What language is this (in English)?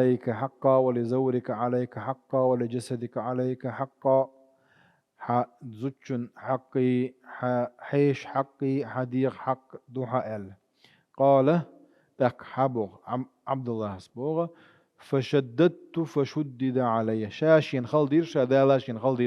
Chechen